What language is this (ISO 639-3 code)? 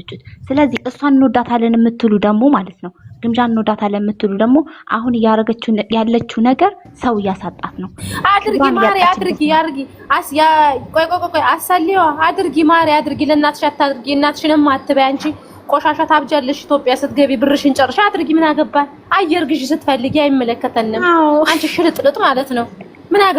amh